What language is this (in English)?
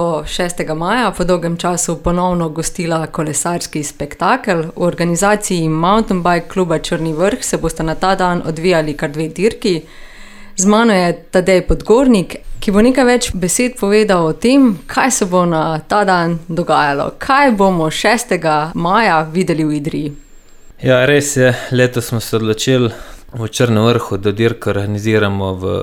Slovenian